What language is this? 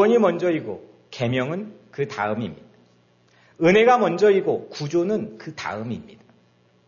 Korean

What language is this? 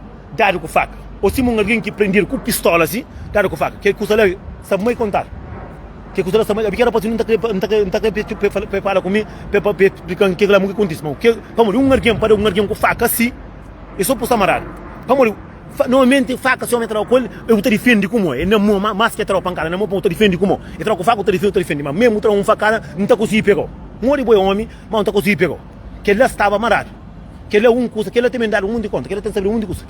Kabuverdianu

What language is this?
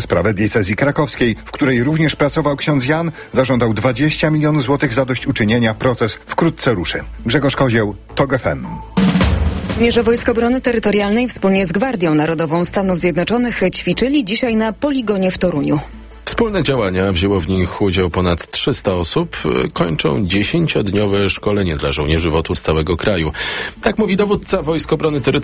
Polish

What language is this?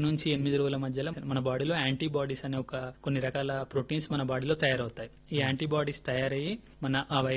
Telugu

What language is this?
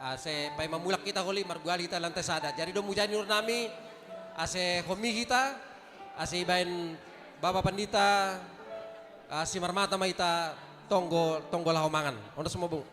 Batak Simalungun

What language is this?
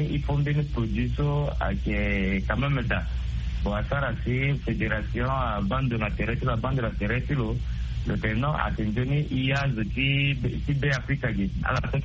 Sango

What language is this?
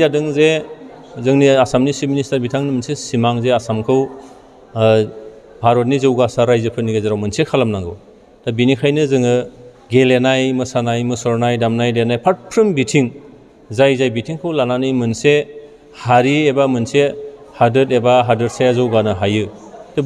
Bodo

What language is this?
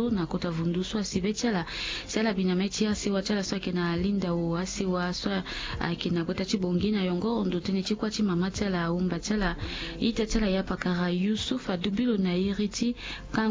Sango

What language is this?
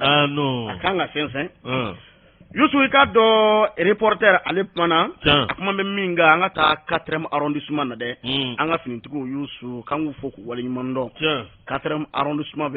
Bambara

